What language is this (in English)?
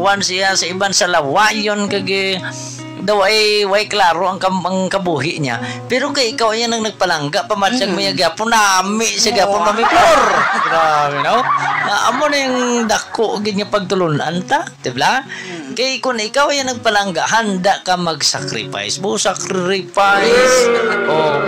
Hiligaynon